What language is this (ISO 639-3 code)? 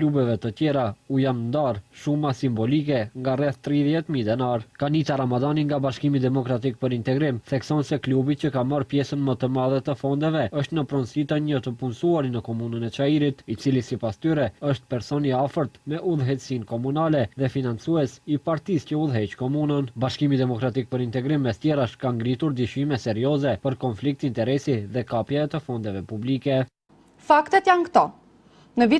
sqi